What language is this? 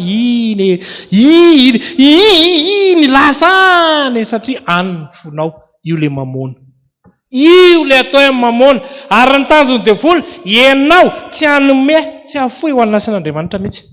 Malagasy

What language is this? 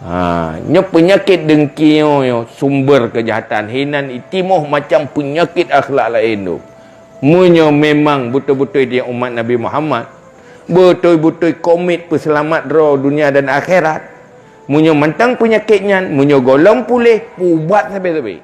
Achinese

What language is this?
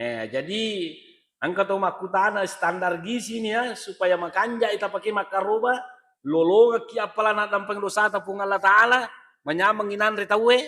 Buginese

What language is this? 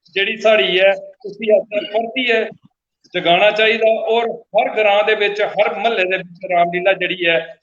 Dogri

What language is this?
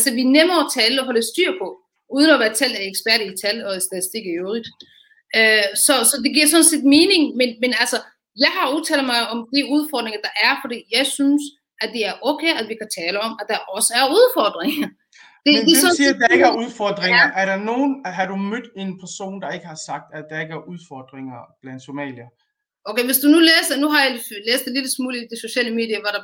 Danish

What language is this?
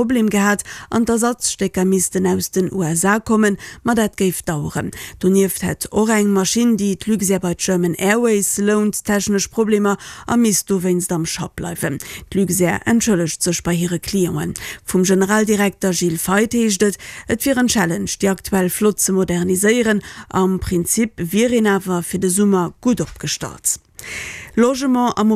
Luxembourgish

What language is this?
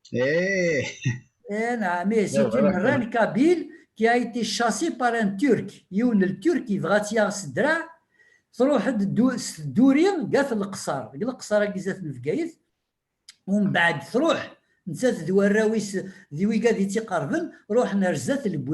Kabyle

